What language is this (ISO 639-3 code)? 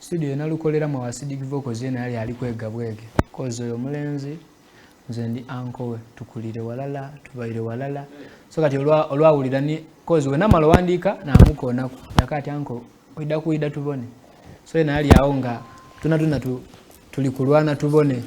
xog